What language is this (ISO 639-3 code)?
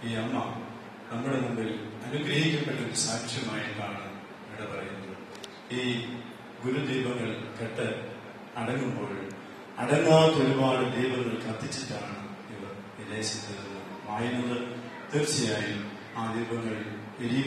mal